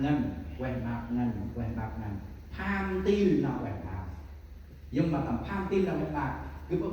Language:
Central Mnong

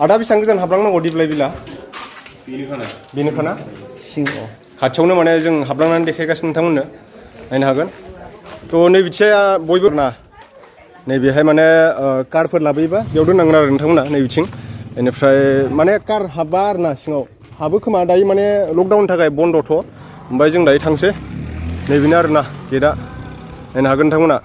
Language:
Bodo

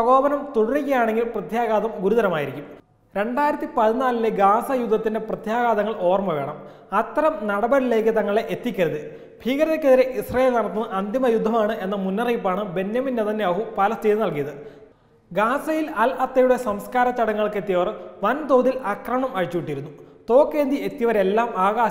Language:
Malayalam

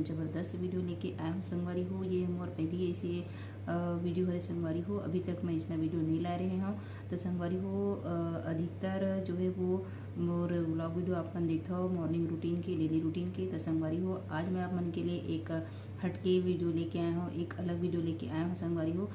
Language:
Chhattisgarhi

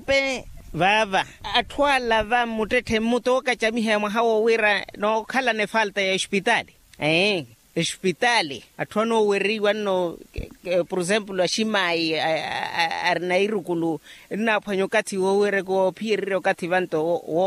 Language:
Makhuwa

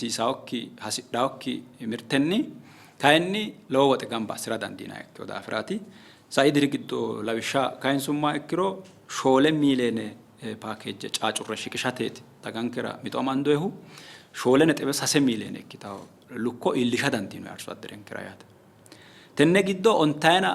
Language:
Sidamo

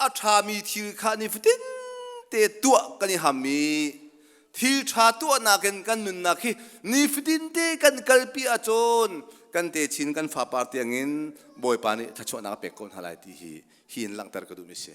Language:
Hakha Chin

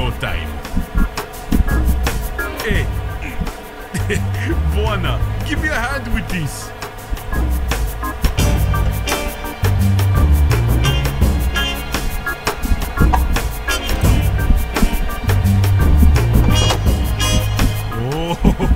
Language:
Bulgarian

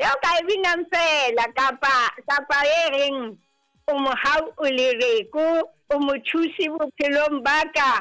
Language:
Southern Sotho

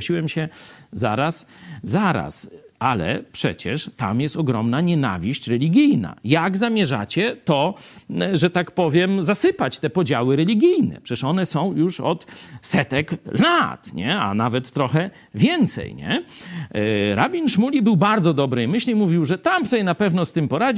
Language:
Polish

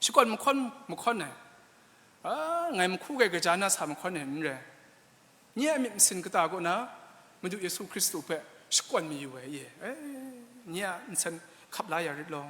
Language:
Kachin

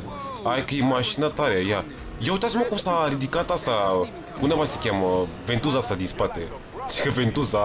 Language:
Romanian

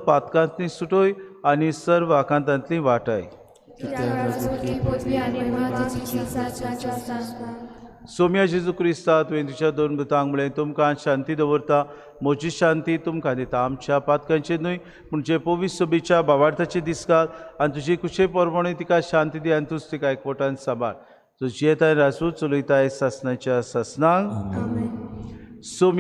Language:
Konkani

